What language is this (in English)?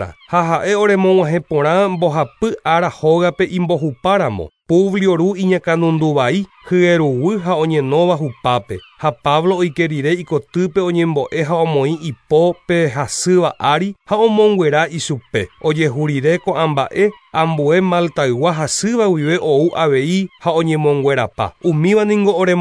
Guarani